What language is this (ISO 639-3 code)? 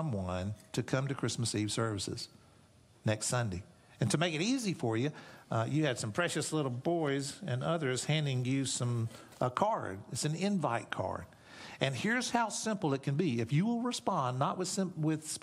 eng